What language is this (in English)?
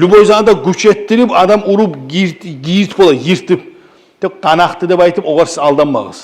Kumyk